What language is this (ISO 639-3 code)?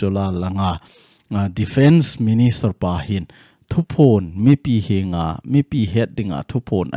tcz